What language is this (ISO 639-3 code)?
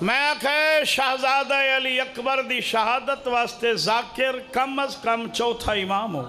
skr